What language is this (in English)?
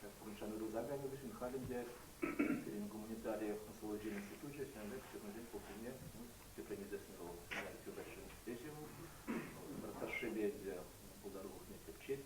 Chuvash